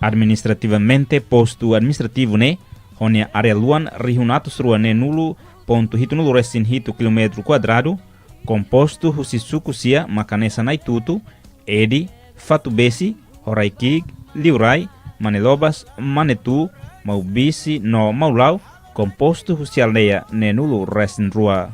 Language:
Tetum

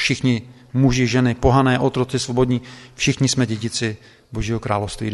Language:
Czech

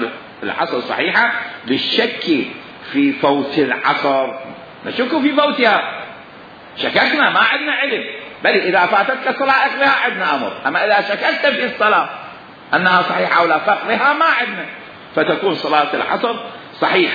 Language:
Mesopotamian Arabic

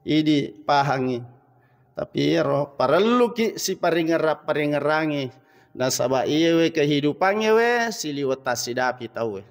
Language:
Buginese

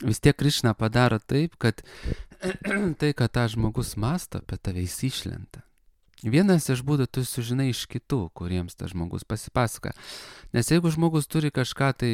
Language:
Lithuanian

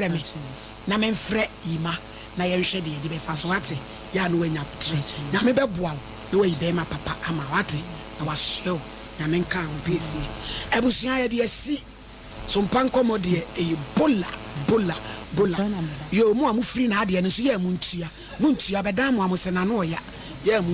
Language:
Akan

